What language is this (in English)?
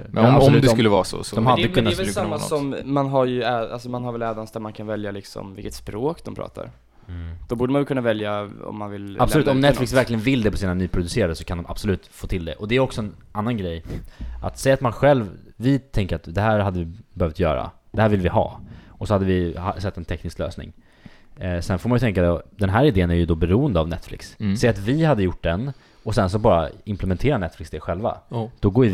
Swedish